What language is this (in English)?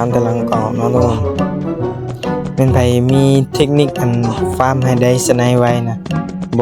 Lao